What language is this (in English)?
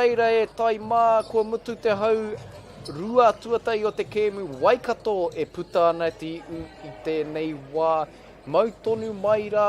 Māori